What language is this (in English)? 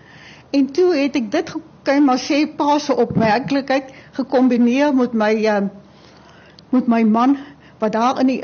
Afrikaans